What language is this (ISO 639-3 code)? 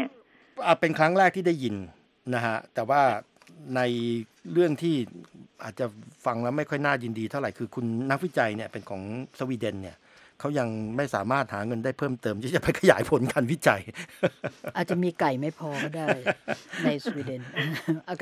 tha